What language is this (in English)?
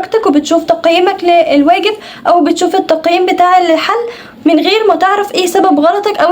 Egyptian Arabic